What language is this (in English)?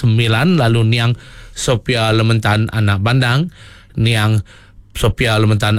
Iban